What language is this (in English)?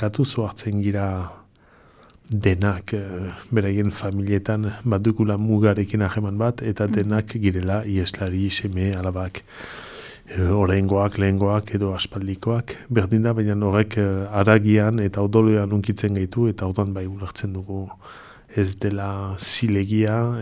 Basque